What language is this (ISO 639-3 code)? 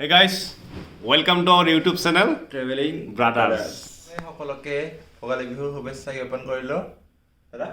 asm